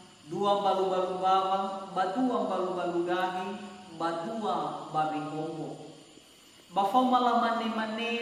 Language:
Nias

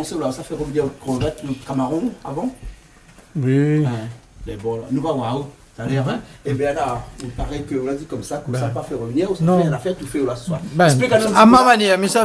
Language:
Réunion Creole French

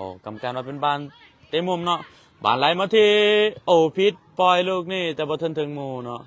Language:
Lao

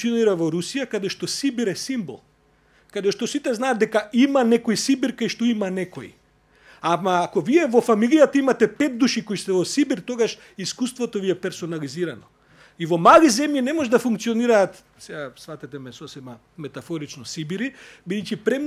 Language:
Macedonian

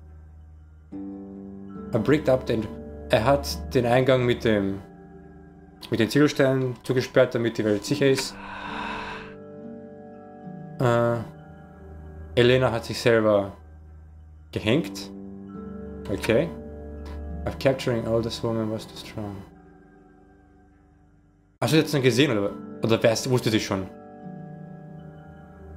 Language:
German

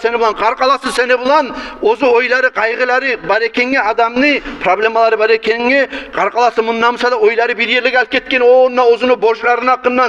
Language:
Kumyk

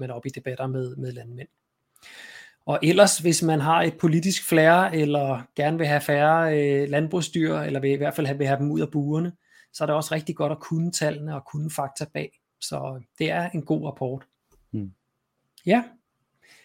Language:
Danish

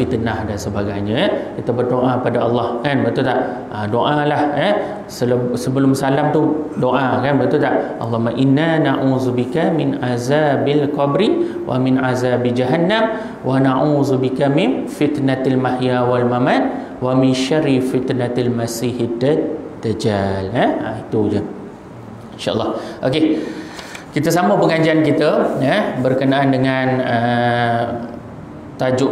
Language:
Malay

